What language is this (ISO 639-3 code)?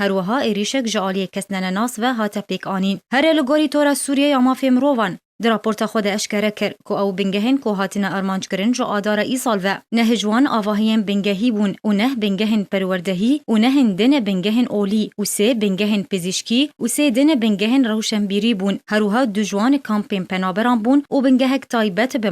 kur